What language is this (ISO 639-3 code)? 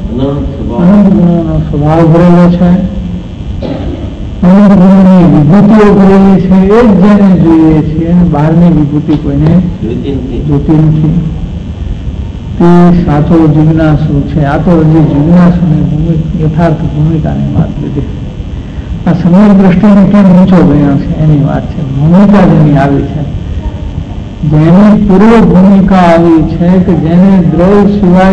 guj